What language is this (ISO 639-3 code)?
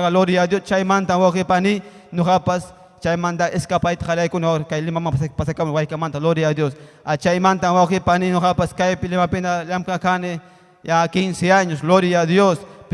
quy